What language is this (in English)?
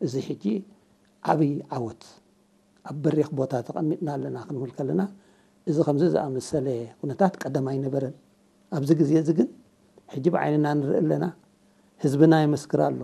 Tigrinya